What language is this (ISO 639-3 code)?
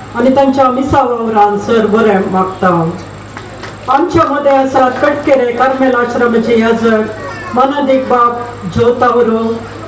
kok